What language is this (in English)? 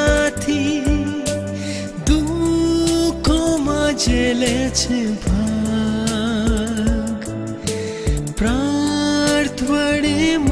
Gujarati